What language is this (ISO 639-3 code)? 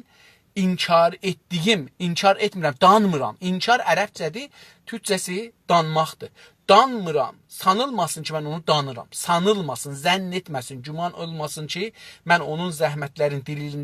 azb